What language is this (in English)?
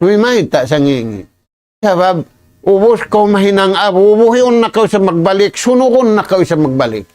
Tausug